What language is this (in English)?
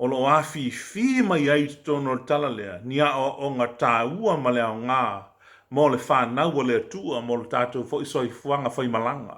Samoan